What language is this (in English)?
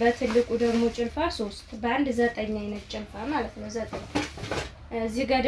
Amharic